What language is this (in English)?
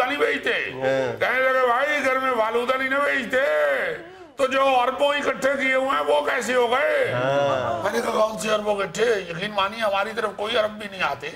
Urdu